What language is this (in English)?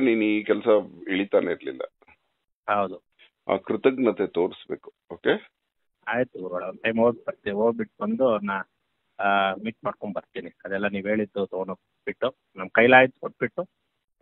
Kannada